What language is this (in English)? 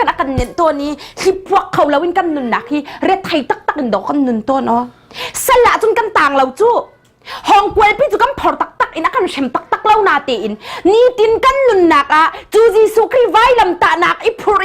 Hakha Chin